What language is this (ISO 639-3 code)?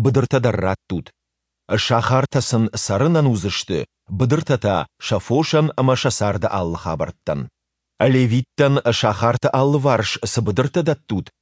oss